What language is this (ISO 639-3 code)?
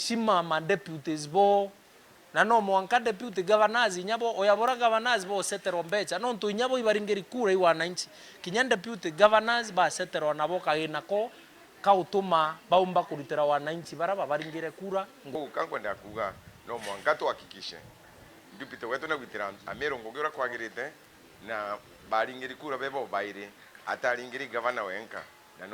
mer